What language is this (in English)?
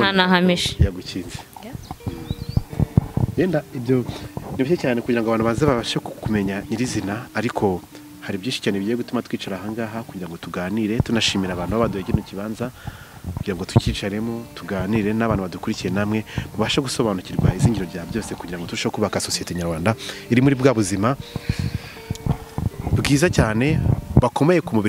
Kinyarwanda